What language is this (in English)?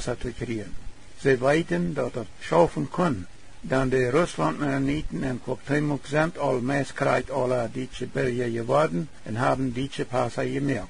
Plautdietsch